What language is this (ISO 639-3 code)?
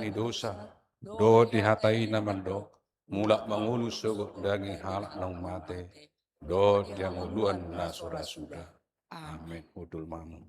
bbc